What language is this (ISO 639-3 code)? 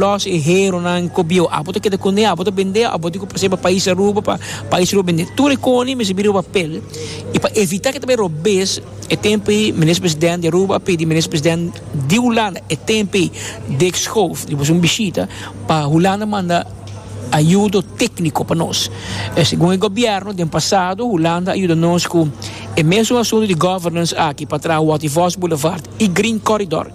pap